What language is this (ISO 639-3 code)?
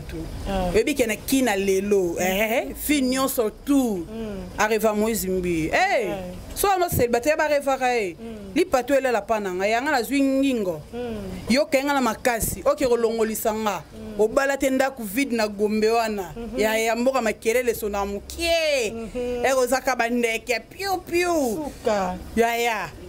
lin